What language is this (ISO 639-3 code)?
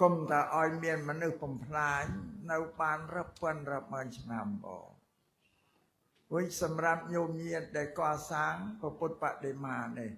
khm